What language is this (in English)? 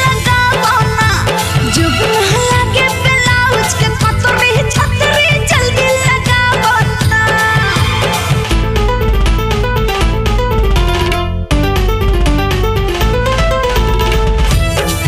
Bhojpuri